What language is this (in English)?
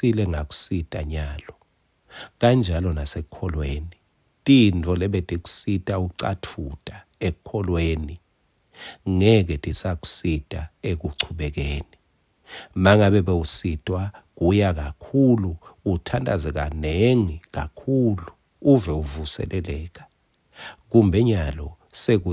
Swati